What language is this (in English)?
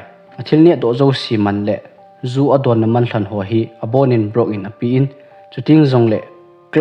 Thado Chin